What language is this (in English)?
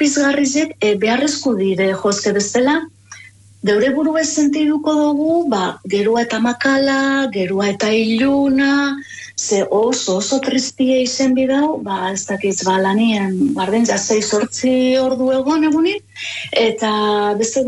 Basque